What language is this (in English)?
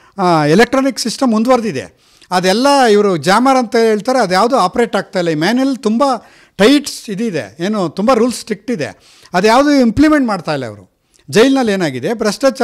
Kannada